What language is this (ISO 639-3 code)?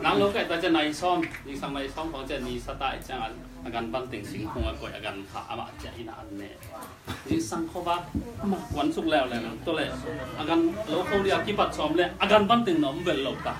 ctd